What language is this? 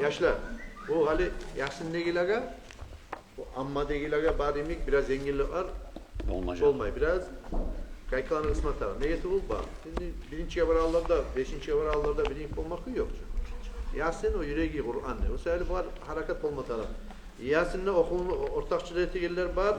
Kumyk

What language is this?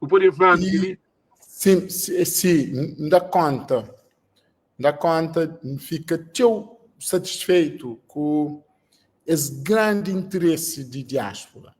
Kabuverdianu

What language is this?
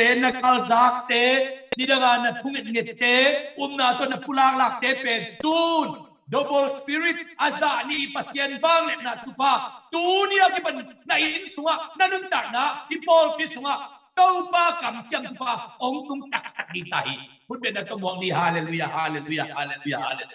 Tedim Chin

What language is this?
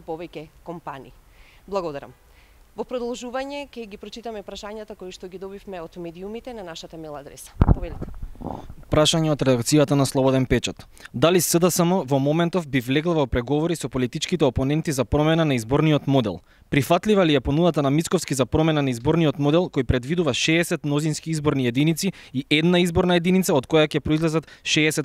Macedonian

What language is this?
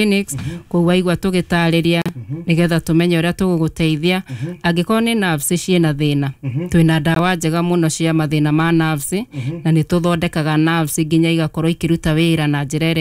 Kikuyu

